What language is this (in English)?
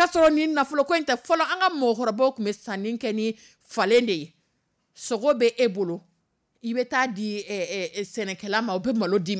Dyula